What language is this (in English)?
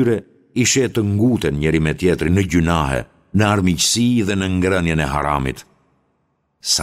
Albanian